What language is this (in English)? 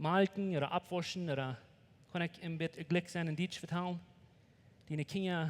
Plautdietsch